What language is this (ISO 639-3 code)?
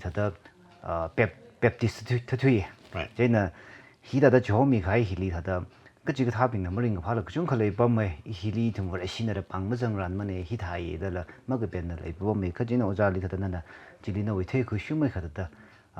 nmf